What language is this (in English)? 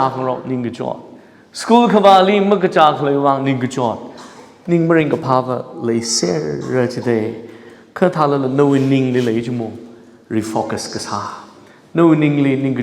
Tangkhul Naga (India)